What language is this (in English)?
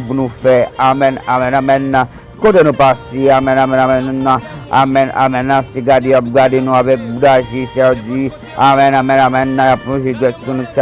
Haitian Creole